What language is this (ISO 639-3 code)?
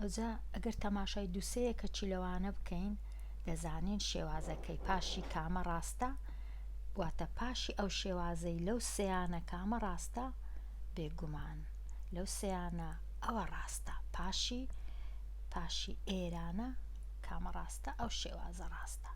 ckb